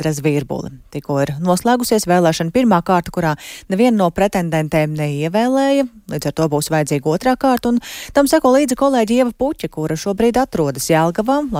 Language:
Latvian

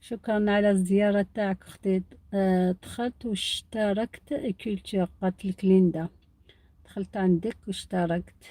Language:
Algerian Arabic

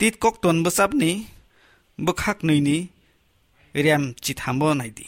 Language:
Kok Borok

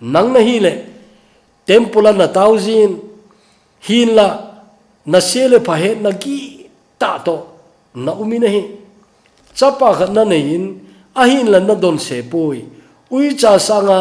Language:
Thado Chin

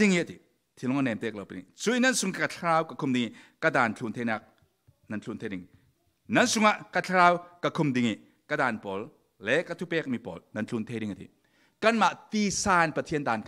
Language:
Falam Chin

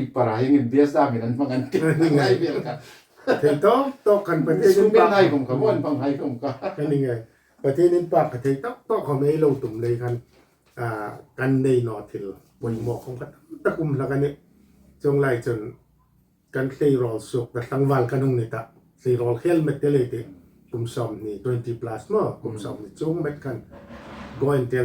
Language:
Hmar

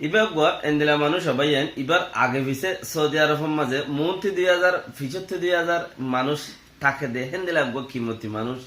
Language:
Rohingya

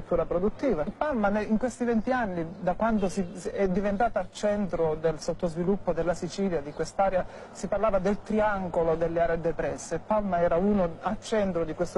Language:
Italian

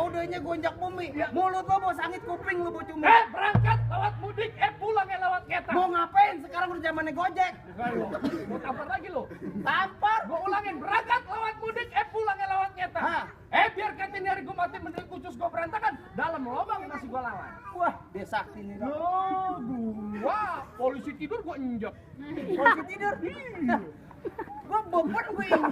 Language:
Betawi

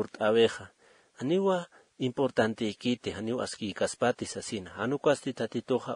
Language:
Aymara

